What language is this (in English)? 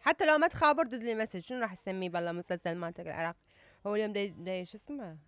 Mesopotamian Arabic